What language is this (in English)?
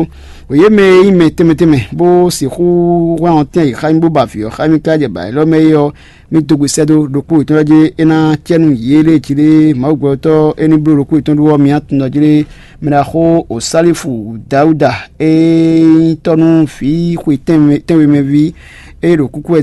Fon